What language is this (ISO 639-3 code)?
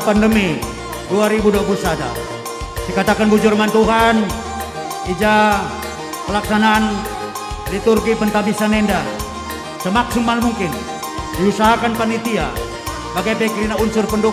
btx